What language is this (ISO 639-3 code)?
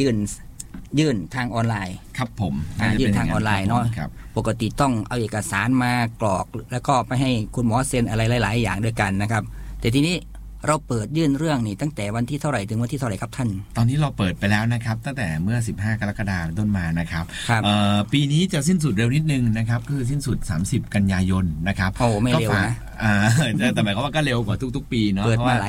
tha